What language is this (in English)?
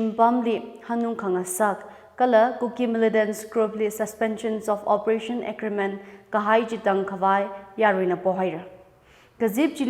Tangkhul Naga (India)